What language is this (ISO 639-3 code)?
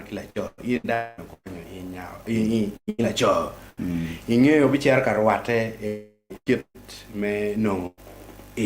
ach